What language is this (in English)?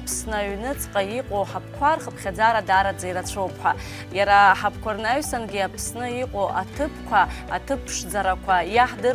Abkhazian